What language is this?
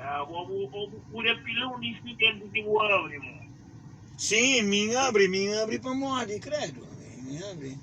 Kabuverdianu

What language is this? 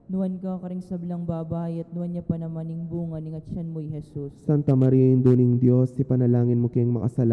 Pampanga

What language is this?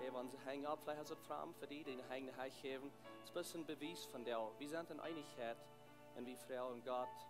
Plautdietsch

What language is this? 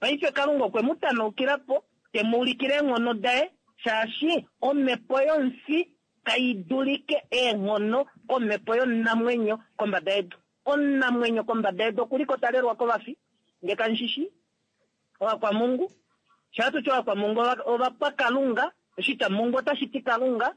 Kuanyama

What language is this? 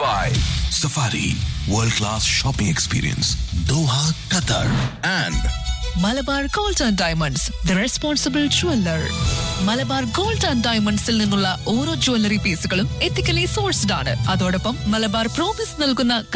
Malayalam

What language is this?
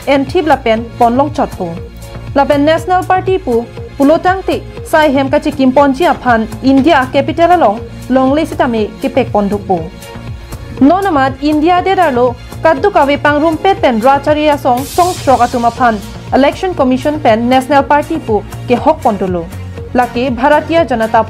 Karbi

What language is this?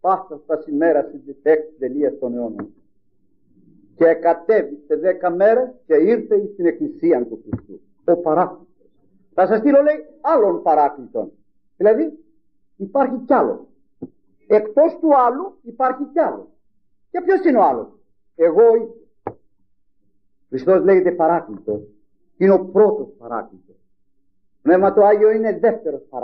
Greek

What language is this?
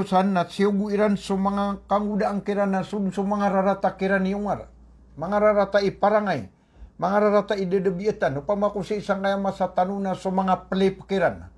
Maranao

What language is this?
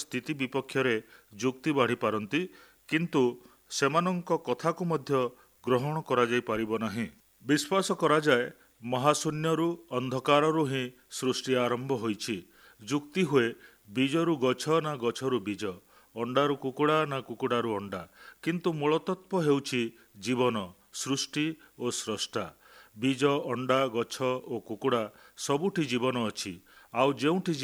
Odia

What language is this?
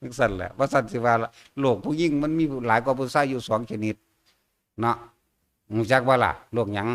Northeastern Thai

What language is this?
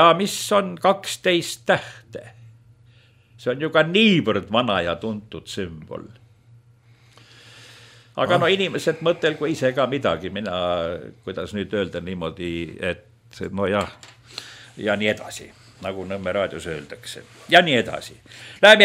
Estonian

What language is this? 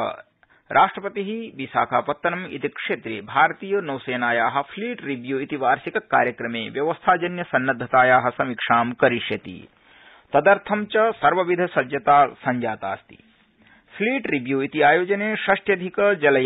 Sanskrit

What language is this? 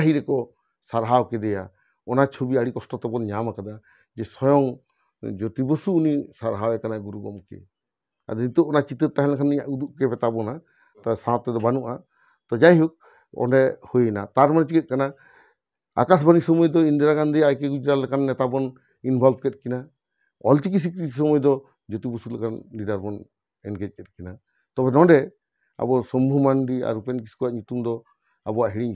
Santali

